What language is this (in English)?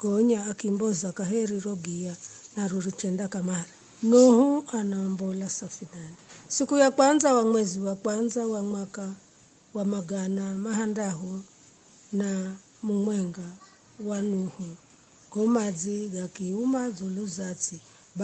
Giryama